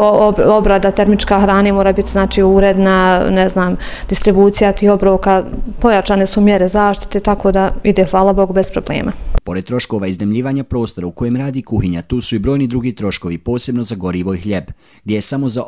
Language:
Bosnian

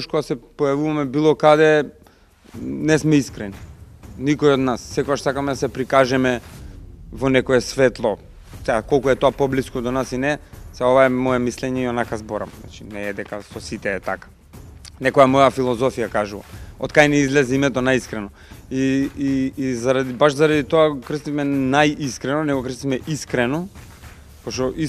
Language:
Macedonian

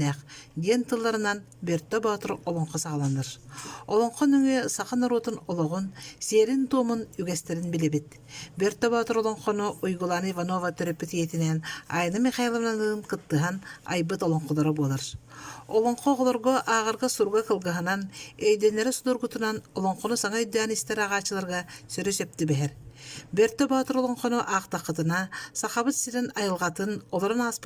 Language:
Yakut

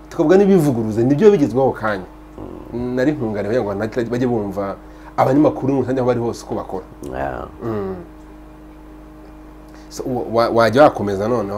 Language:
Kinyarwanda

